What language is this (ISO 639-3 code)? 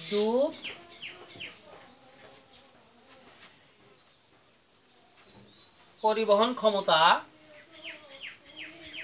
ben